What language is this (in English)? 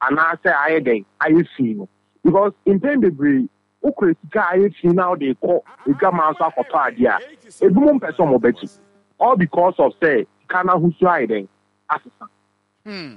Akan